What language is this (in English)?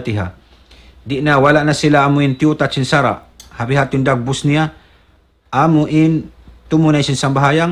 Tausug